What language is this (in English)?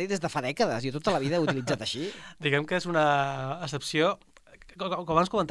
Catalan